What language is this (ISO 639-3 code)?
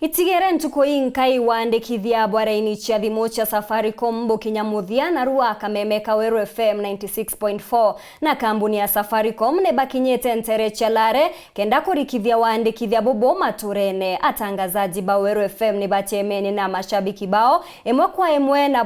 mer